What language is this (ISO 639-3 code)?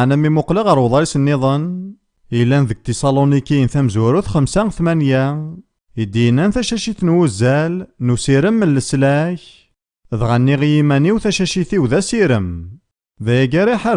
kab